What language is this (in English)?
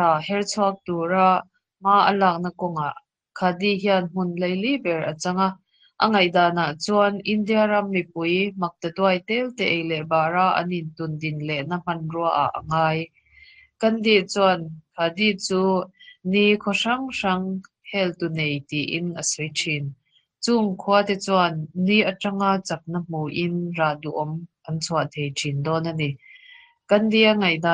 Mizo